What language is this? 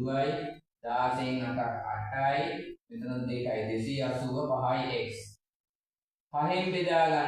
Sinhala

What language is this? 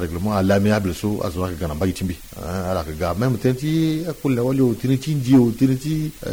Sango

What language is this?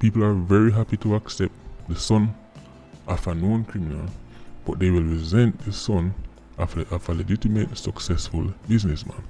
Jamaican Creole English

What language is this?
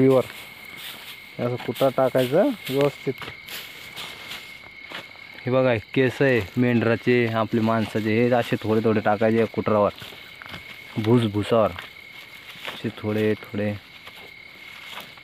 Marathi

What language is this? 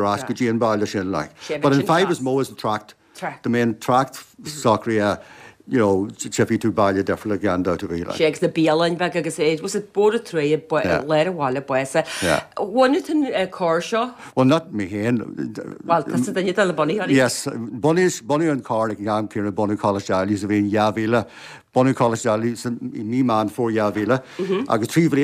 Irish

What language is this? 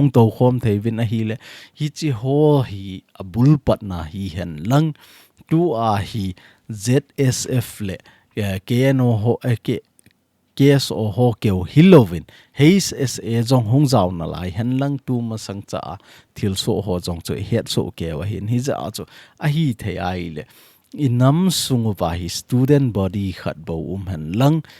Thado Chin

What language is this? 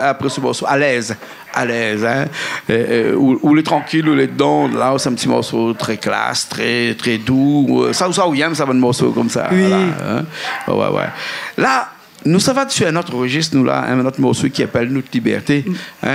Réunion Creole French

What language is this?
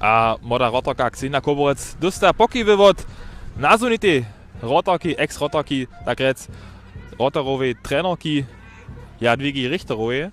Upper Sorbian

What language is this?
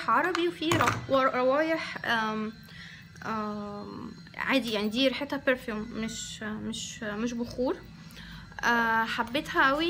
Egyptian Arabic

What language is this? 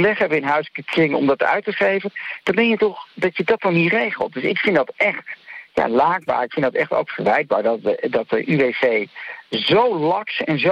Dutch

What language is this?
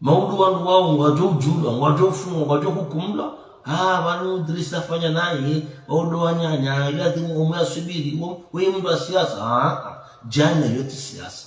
Ngazidja Comorian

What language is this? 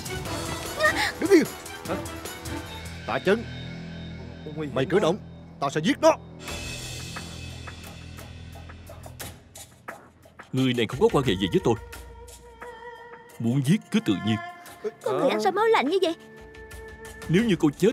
Vietnamese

